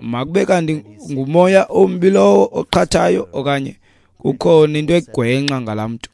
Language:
Xhosa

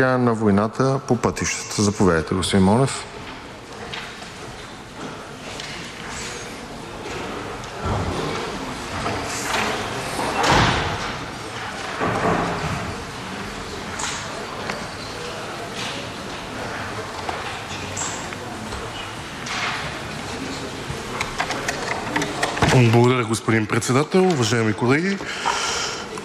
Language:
Bulgarian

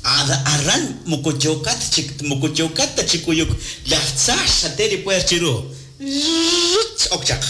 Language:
Kekchí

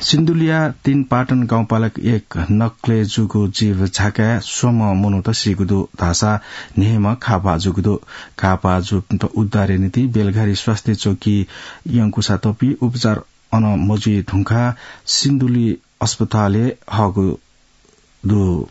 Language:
Newari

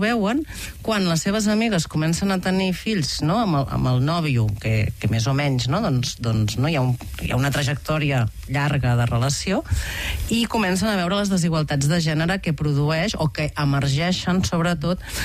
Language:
Catalan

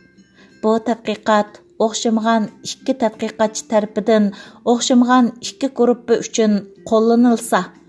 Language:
Uyghur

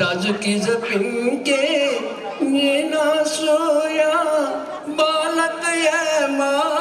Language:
Newari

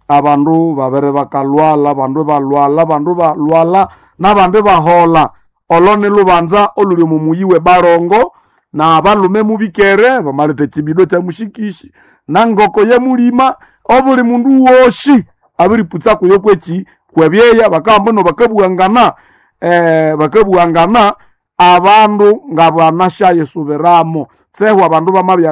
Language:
Nande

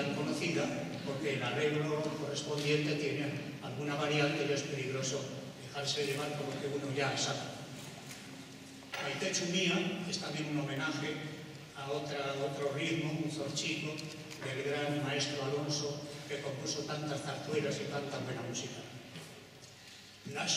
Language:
Spanish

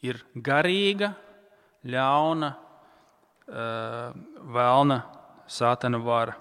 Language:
Latvian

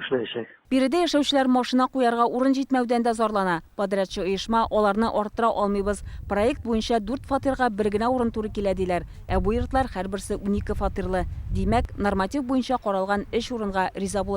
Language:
Tatar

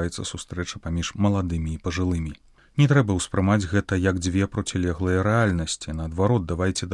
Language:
Belarusian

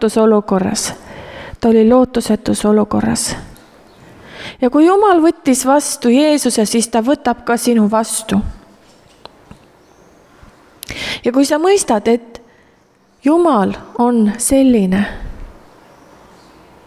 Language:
Estonian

